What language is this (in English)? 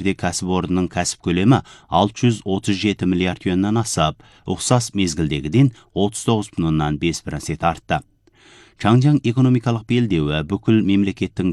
Kazakh